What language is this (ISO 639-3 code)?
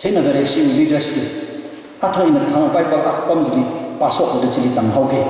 nmf